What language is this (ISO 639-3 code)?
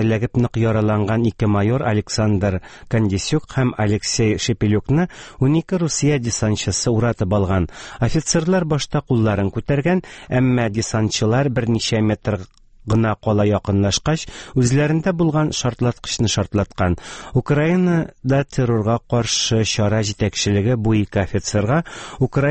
tat